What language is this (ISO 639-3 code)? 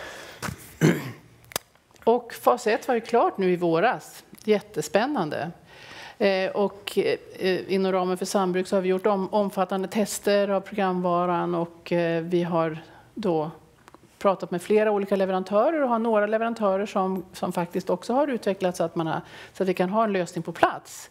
swe